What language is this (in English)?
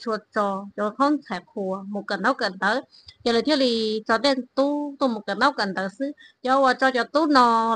Hmong